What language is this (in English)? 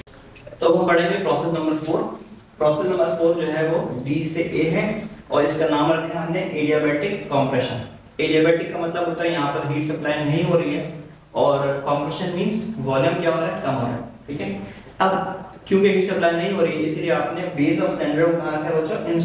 Hindi